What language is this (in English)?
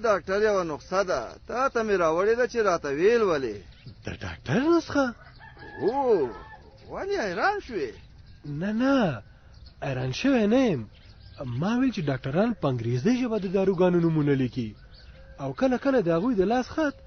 Pashto